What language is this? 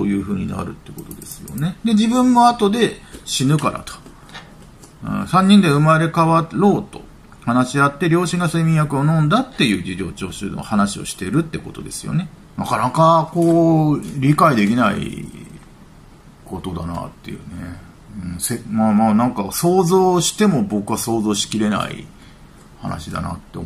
Japanese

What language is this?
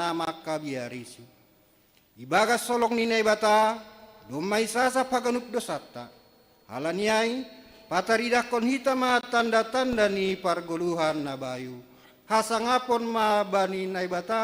Batak Simalungun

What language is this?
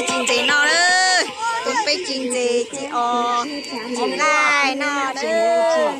Hmong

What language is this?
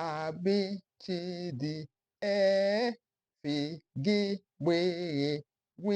Igbo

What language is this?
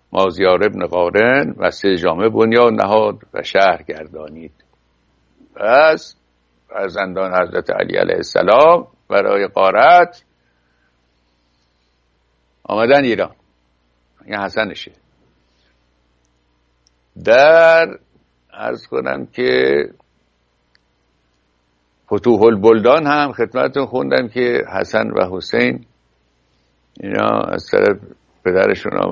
Persian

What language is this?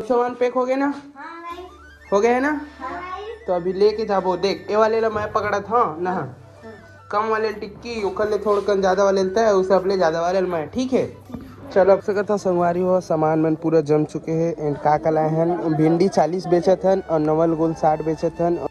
Chhattisgarhi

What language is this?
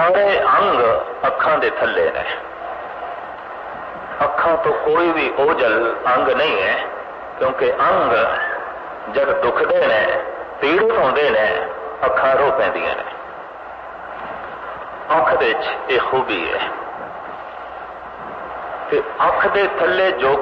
Punjabi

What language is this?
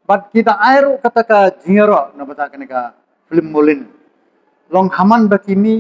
Khasi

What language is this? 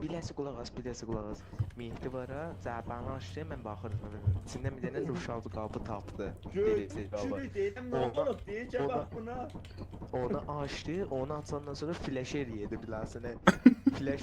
South Azerbaijani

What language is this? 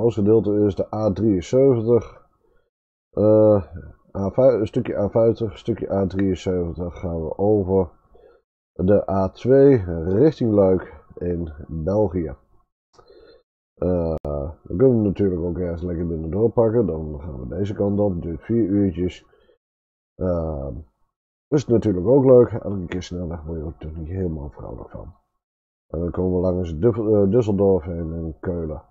Dutch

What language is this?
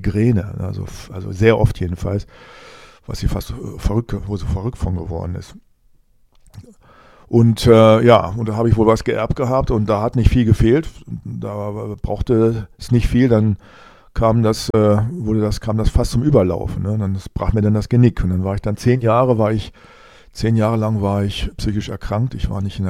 German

